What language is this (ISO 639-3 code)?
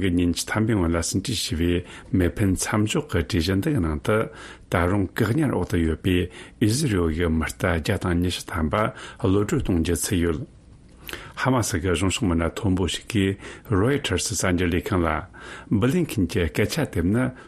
bod